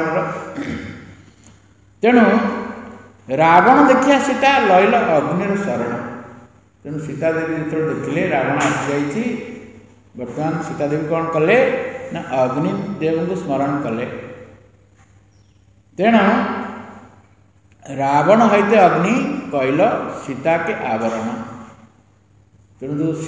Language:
Odia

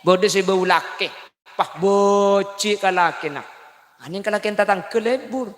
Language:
Madurese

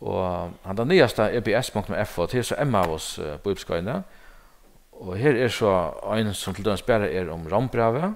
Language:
Faroese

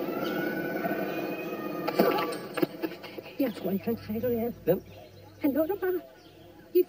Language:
Danish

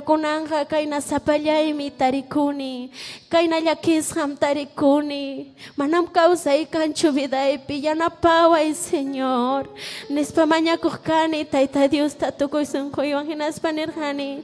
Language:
Ayacucho Quechua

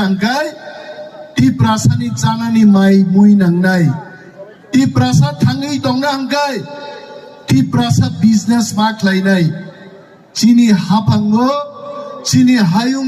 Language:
Kok Borok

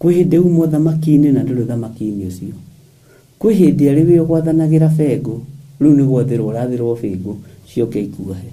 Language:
Kikuyu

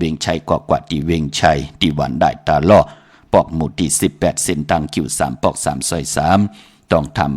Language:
Shan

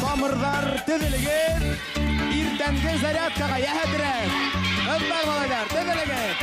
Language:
Bashkir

